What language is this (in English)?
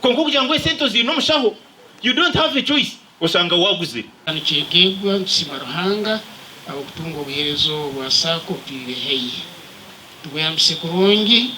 Nyankole